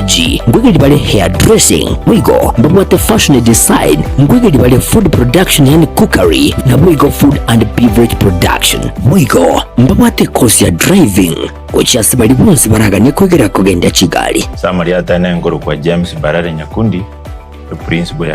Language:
Gusii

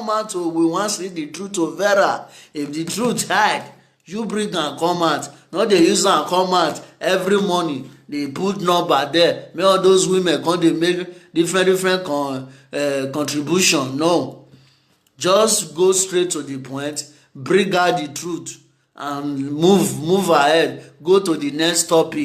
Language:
Nigerian Pidgin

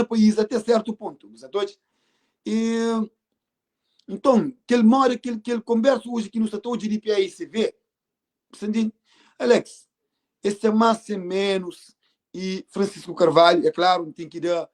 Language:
Kabuverdianu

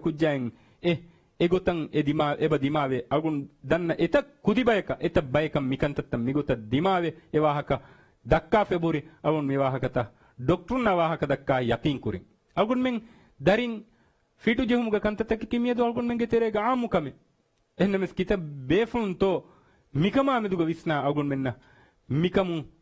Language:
Divehi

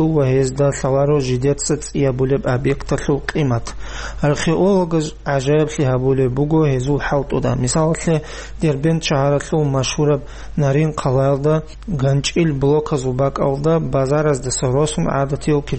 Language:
Avaric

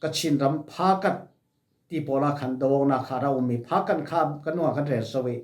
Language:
Falam Chin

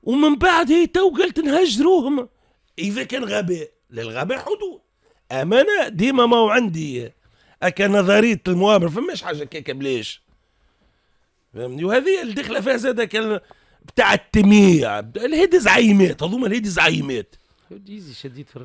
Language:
Tunisian Arabic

